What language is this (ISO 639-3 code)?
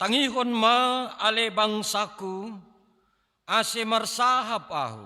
bts